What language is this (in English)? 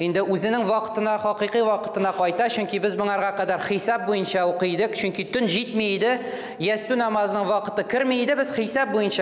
Tatar